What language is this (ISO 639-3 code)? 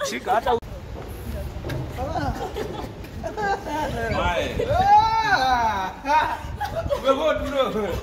swa